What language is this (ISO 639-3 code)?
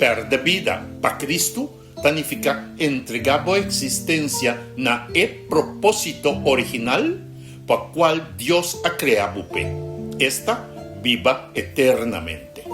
pap